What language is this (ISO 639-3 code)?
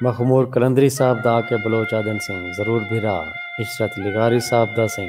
skr